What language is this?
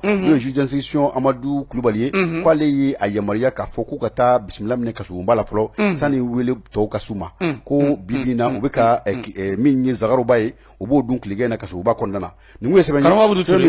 Bambara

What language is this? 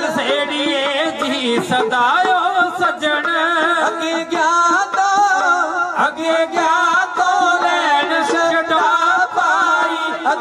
Punjabi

